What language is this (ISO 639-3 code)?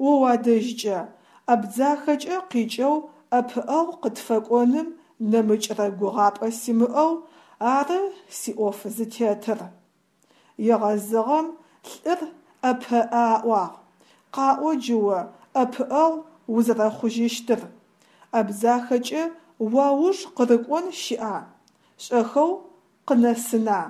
ady